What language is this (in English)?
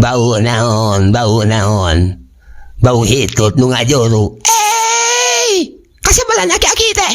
Sundanese